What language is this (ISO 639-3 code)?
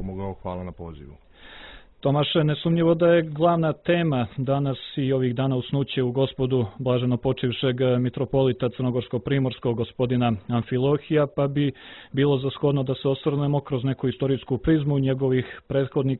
srp